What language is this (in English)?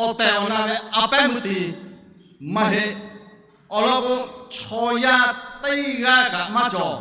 Lahu